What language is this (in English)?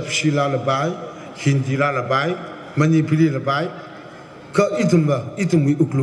Tangkhul Naga (India)